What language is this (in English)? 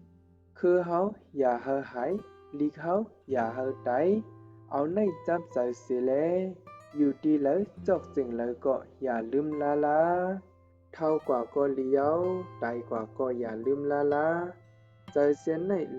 Shan